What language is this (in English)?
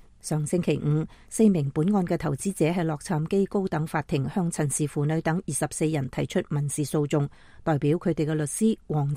Cantonese